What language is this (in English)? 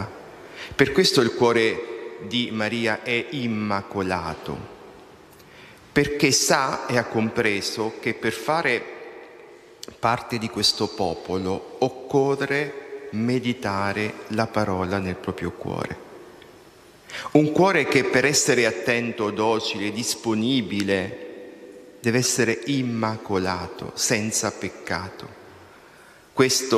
Italian